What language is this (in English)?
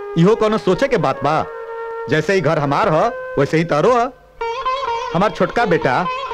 Bhojpuri